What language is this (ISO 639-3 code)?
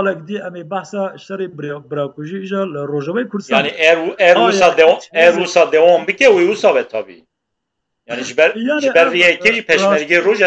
kur